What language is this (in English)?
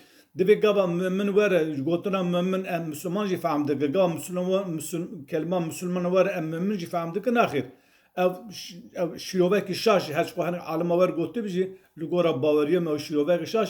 Kurdish